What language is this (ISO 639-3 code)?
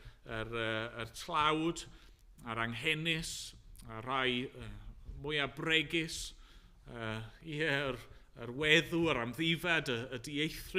cym